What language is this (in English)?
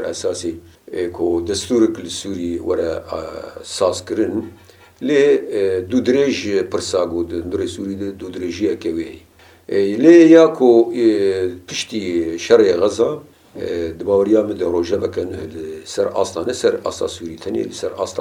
Kurdish